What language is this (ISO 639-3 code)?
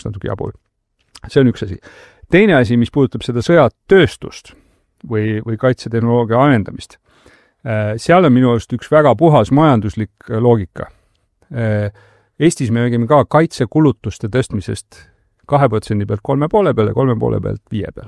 est